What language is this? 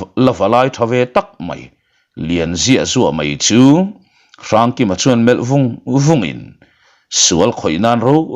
Mizo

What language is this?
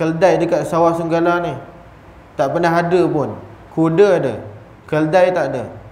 Malay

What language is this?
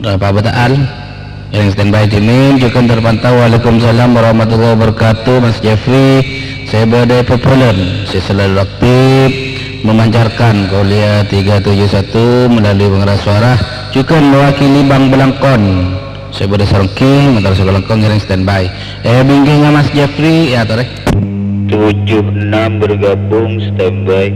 Madurese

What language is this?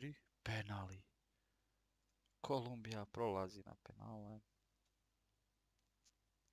Croatian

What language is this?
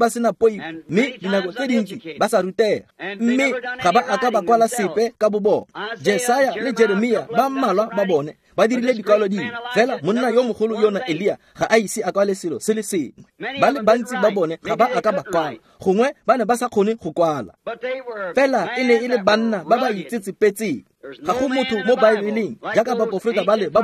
Tswana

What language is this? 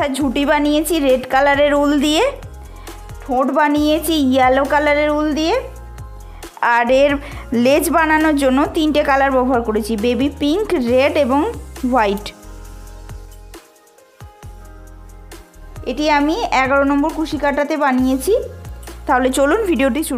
Bangla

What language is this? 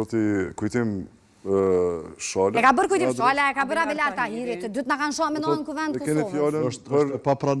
Albanian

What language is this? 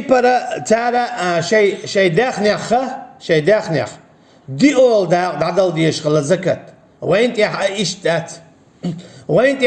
Chechen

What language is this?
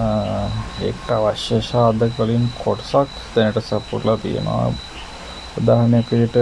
Sinhala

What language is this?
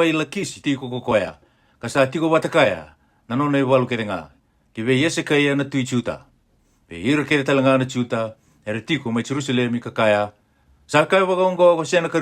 Fijian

